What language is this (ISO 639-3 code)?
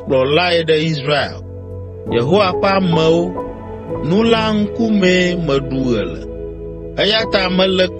ewe